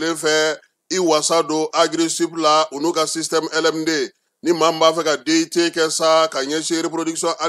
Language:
Bambara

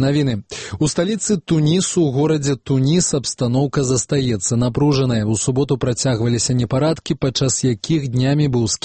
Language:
Belarusian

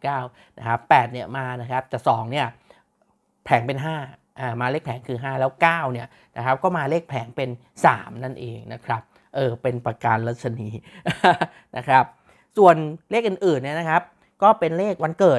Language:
Thai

